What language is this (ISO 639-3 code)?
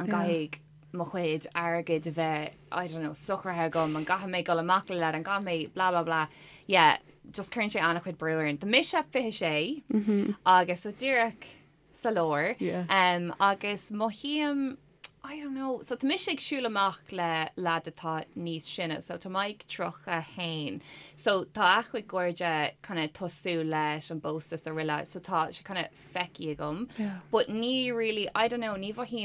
gle